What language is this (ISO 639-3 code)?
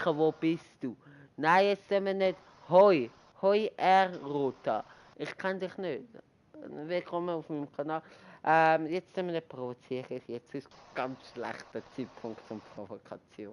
gsw